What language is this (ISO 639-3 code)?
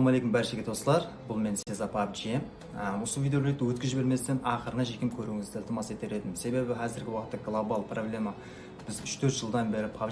kaa